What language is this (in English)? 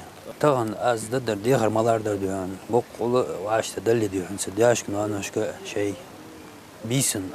Ingush